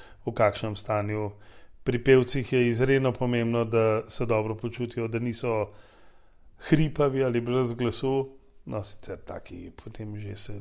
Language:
Slovenian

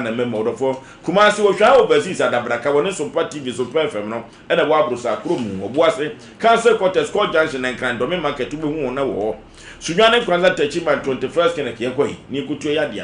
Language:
Akan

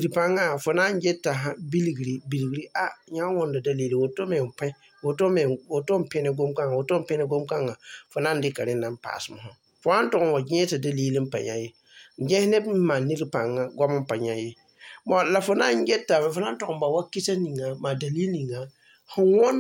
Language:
Mossi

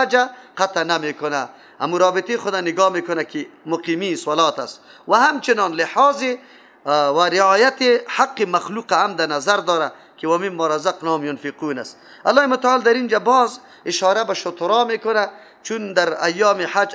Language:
Persian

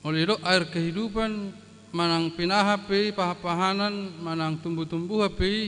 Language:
Batak Toba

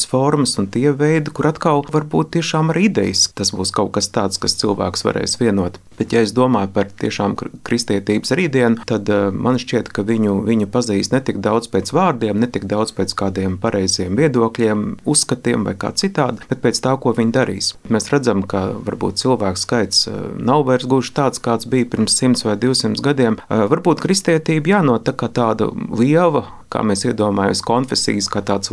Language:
Latvian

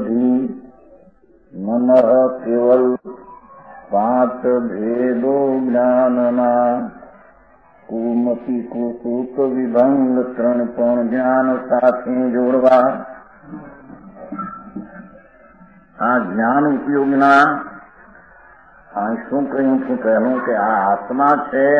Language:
Gujarati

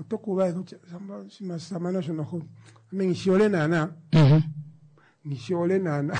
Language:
Kuanyama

